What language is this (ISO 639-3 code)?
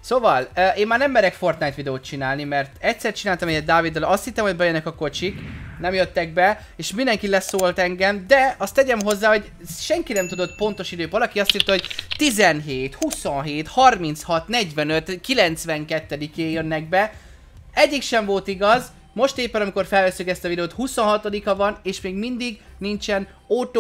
hun